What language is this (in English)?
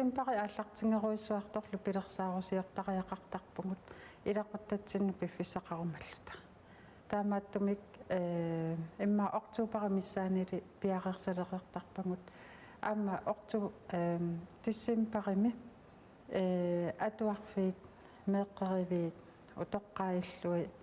Kalaallisut